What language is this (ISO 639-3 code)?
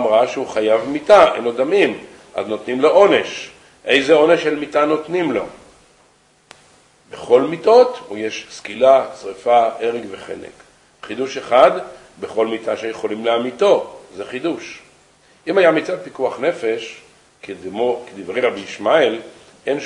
heb